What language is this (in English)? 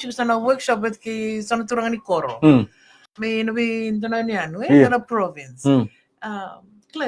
Fijian